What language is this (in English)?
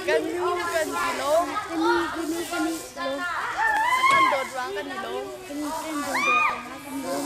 Hakha Chin